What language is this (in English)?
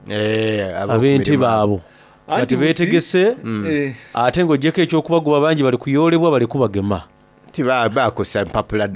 Soga